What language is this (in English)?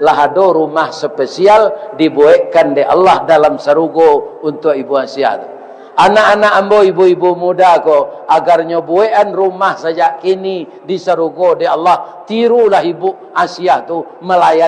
Minangkabau